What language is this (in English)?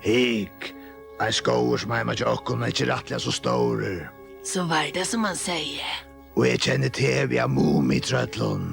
Faroese